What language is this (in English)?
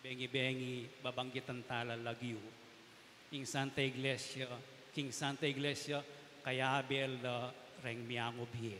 Pampanga